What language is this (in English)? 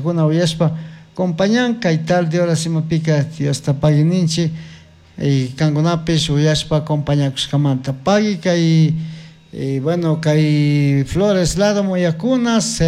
Chimborazo Highland Quichua